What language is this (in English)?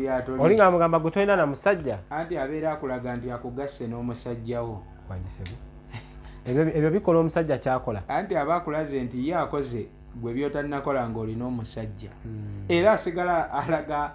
Ganda